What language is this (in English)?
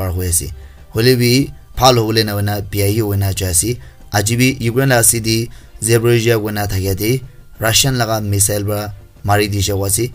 Naga Pidgin